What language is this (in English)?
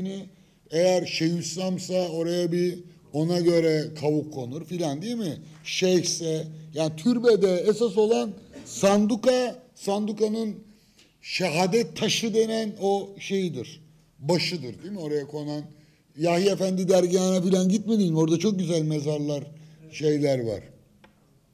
Turkish